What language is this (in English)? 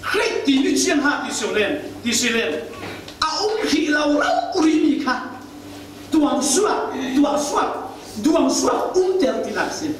Falam Chin